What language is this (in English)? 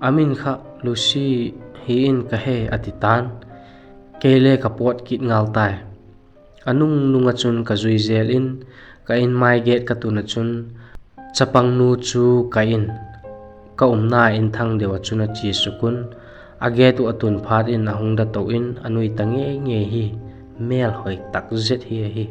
Vaiphei